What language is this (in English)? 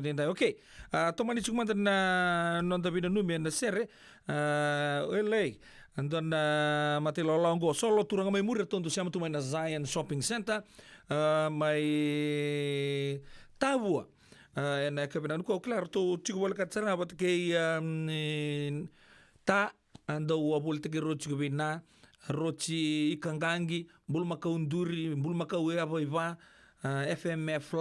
Fijian